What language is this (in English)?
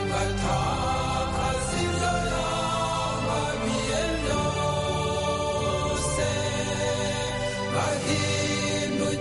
Kinyarwanda